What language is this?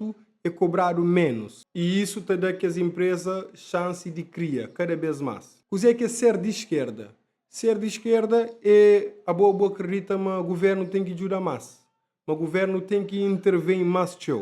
Kabuverdianu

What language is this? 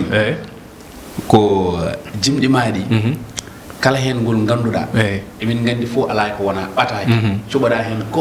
Fula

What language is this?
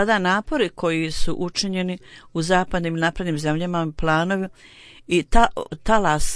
Bosnian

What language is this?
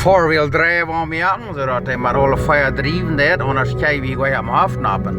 Plautdietsch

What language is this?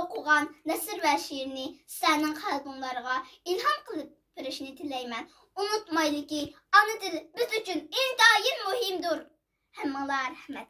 Uyghur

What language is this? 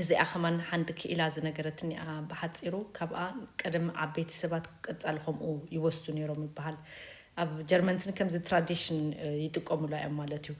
Tigrinya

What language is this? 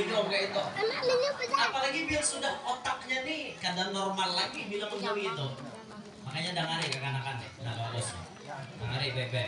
Banjar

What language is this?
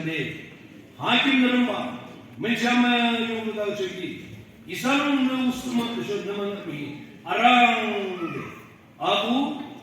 Naga Pidgin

